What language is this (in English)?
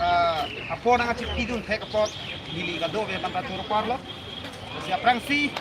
Karbi